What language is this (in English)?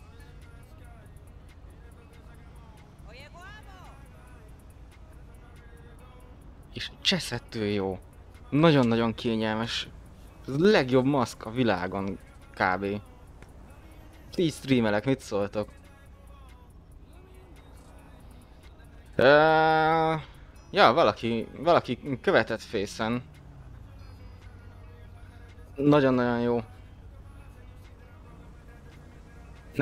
Hungarian